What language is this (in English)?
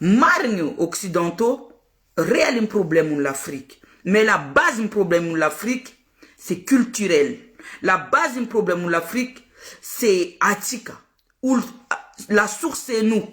Malagasy